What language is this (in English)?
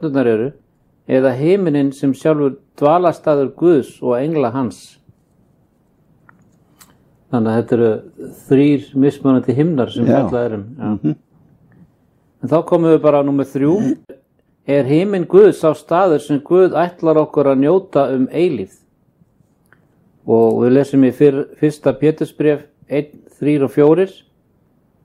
Icelandic